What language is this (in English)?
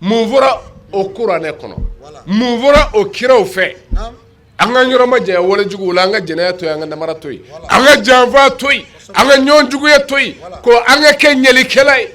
Bambara